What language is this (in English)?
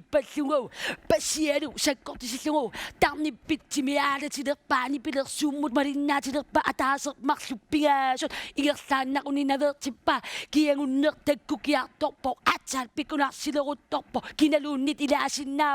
Kalaallisut